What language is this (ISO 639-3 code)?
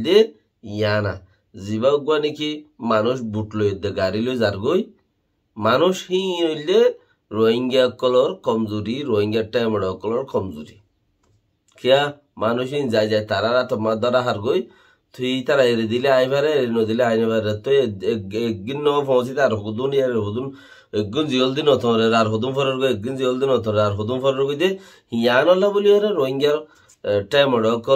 rhg